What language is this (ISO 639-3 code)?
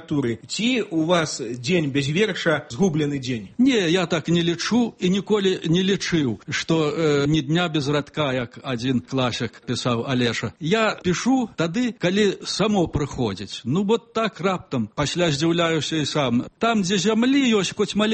bel